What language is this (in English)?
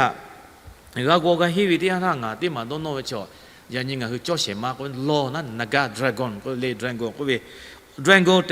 Lahu